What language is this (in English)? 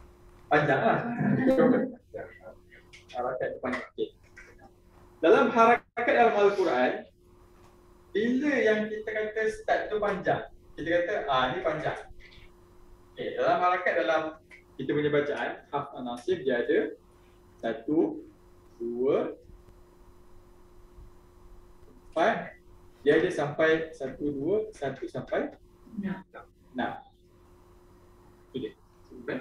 Malay